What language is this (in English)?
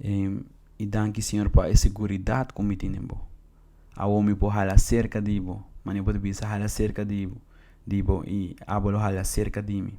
Papiamento